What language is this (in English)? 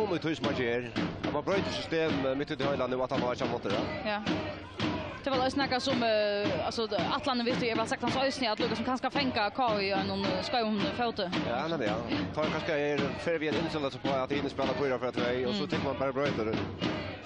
Faroese